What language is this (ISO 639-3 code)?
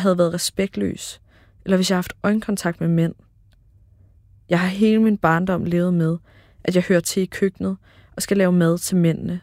dan